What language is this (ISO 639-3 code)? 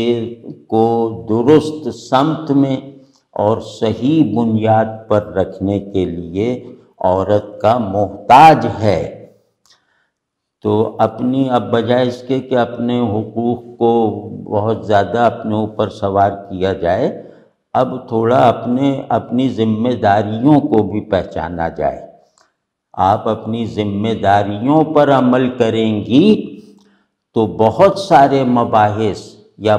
urd